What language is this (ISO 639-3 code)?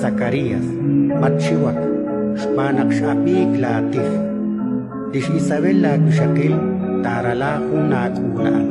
kek